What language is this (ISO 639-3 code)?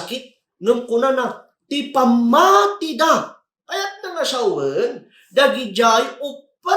ilo